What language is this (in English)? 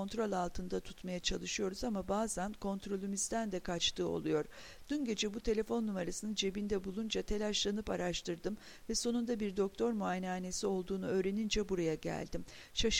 Turkish